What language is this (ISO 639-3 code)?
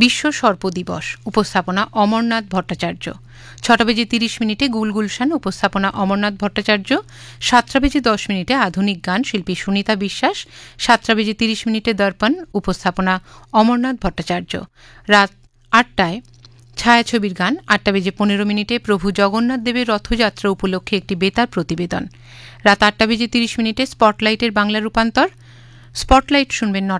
ben